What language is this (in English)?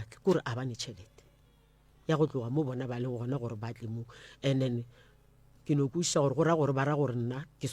Northern Sotho